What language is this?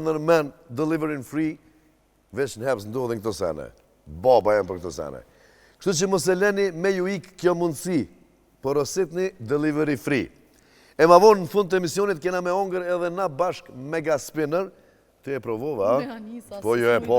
Albanian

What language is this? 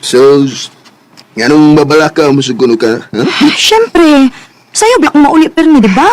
Cebuano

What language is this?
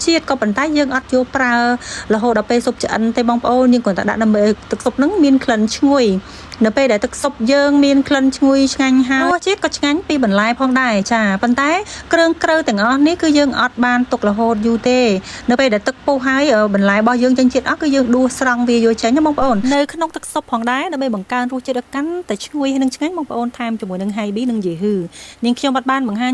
Khmer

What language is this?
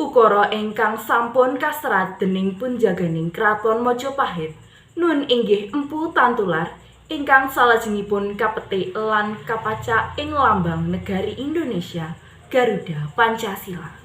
Javanese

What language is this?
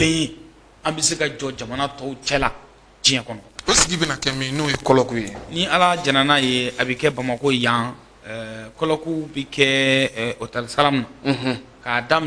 Bambara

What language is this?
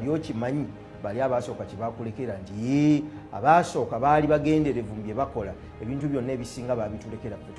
Ganda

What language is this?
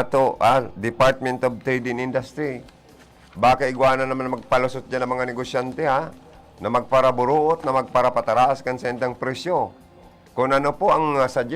Bikol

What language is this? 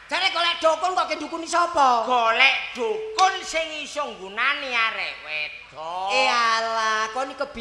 Javanese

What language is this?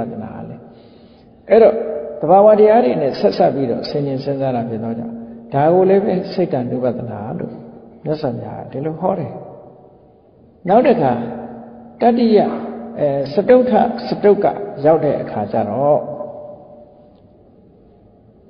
Burmese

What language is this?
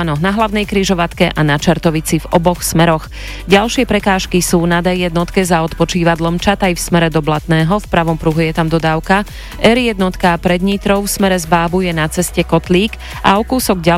Slovak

